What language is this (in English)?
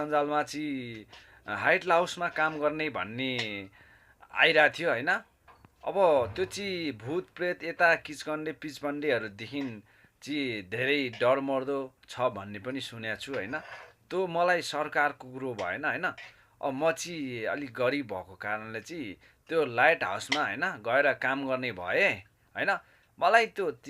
Nepali